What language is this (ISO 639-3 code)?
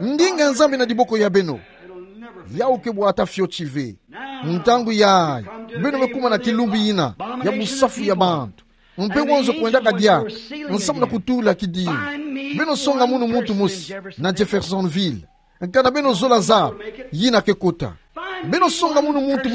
ktu